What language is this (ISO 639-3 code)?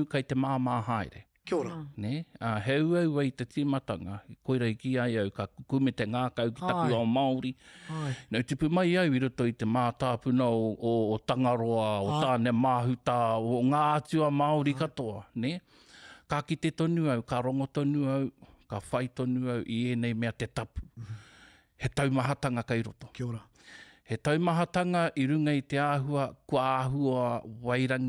mri